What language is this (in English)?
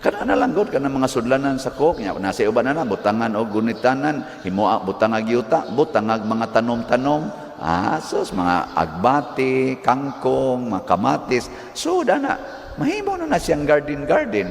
Cebuano